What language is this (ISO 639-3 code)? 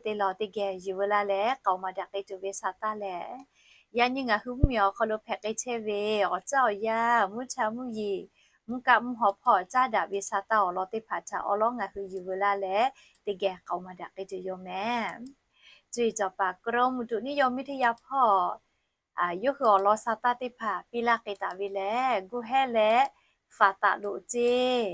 lhu